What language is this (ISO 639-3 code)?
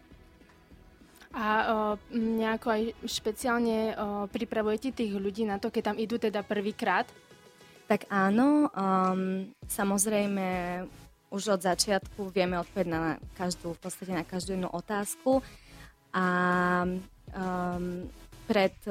slk